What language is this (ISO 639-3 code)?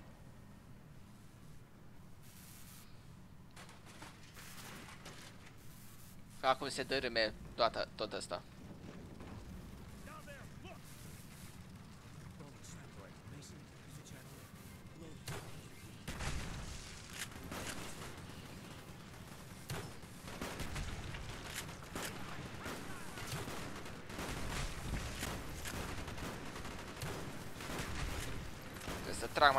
ron